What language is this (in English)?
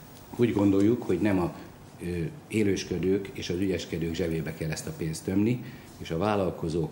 Hungarian